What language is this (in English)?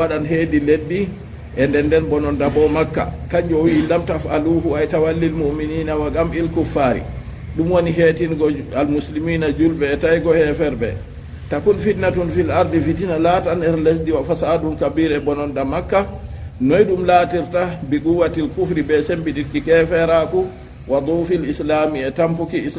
Fula